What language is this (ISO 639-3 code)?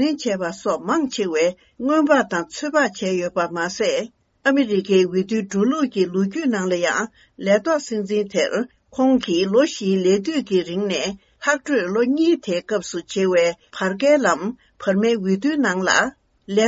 bod